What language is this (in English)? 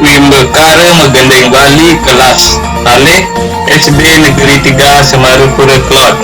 Balinese